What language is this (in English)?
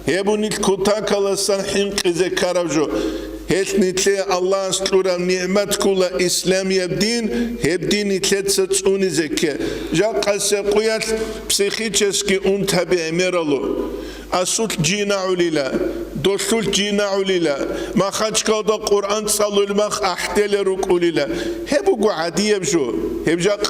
Avaric